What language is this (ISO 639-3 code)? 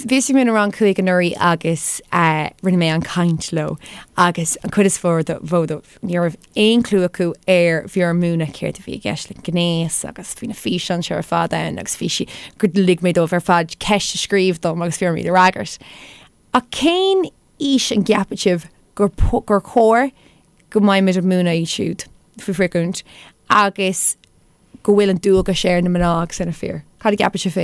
gle